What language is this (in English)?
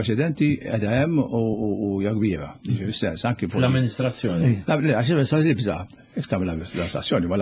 Maltese